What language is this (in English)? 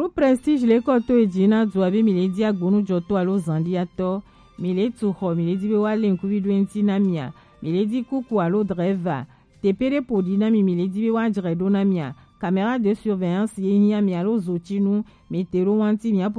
Gen